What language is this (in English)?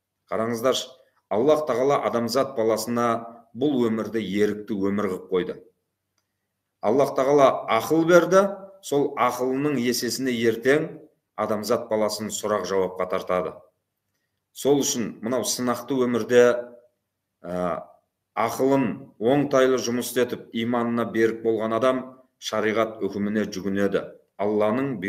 Kazakh